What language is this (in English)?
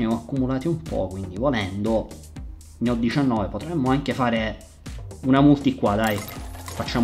Italian